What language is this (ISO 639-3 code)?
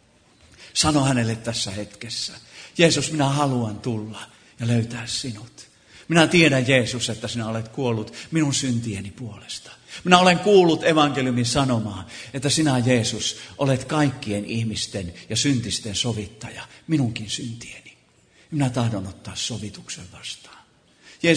fin